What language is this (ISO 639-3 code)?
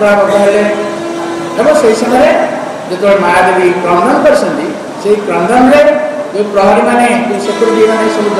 ori